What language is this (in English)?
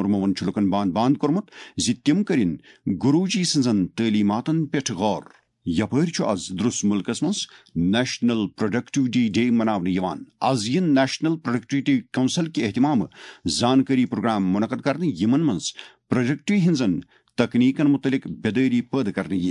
Kashmiri